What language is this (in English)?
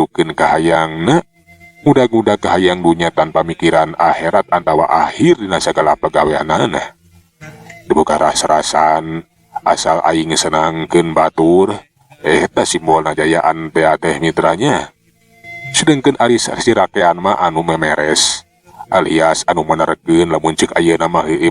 Sundanese